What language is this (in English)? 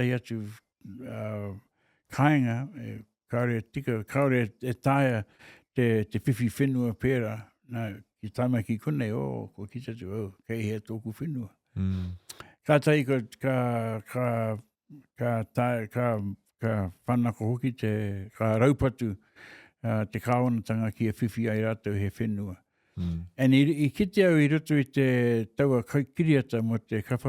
Māori